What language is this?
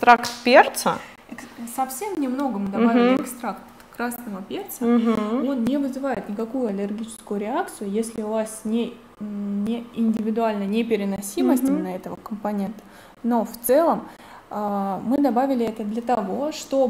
Russian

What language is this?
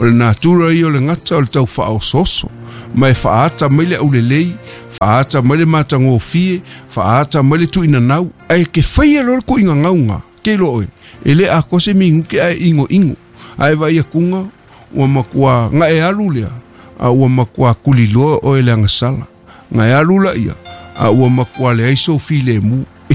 Samoan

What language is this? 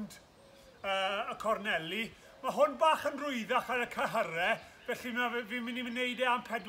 Welsh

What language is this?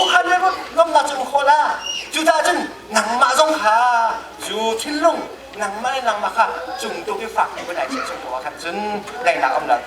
Hakha Chin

